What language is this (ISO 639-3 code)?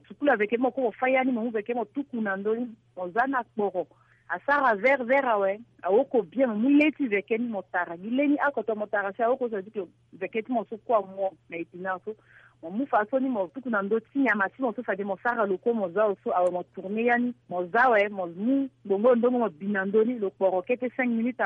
sag